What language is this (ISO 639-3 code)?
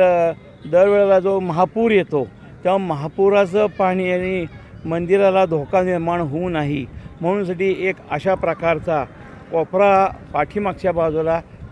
mar